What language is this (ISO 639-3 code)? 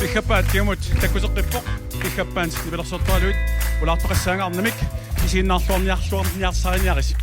kal